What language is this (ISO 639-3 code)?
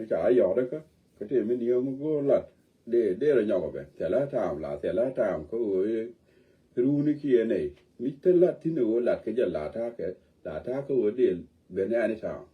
nus